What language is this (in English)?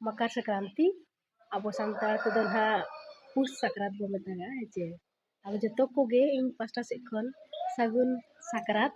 Santali